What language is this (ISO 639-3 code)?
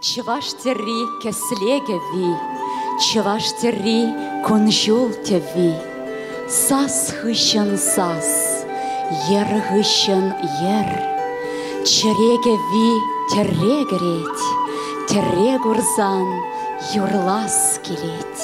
chv